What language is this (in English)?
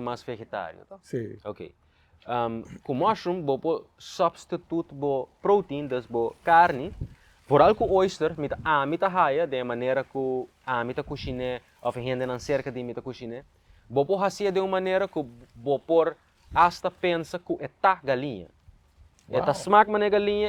Papiamento